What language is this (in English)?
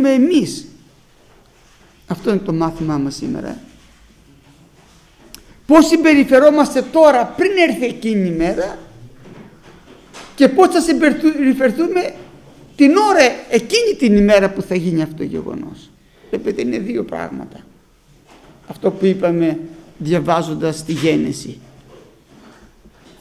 Greek